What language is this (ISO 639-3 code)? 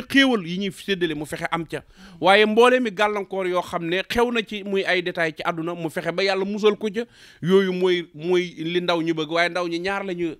wol